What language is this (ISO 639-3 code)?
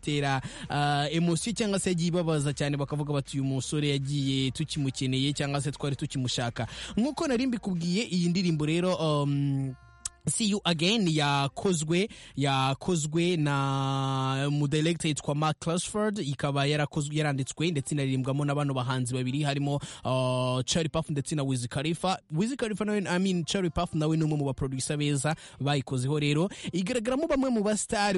kin